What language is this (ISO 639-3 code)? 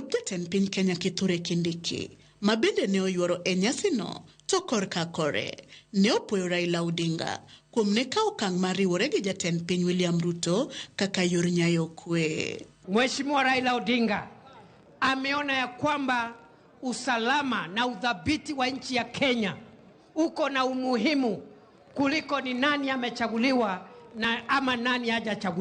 luo